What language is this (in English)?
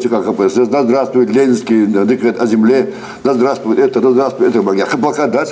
Ingush